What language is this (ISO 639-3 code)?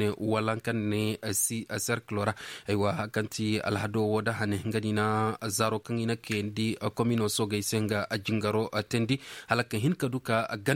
dje